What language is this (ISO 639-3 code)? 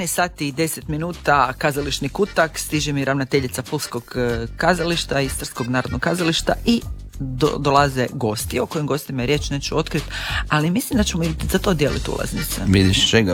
hrv